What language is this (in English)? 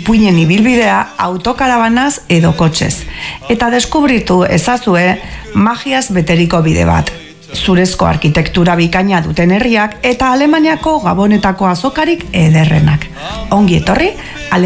Basque